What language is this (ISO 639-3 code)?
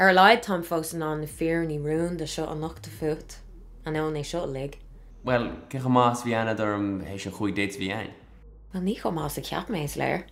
gle